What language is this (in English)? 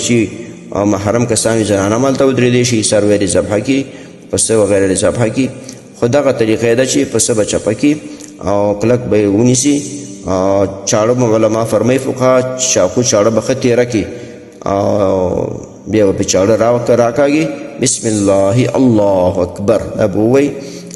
Pashto